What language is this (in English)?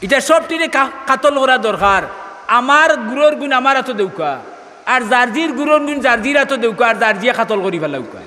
Sylheti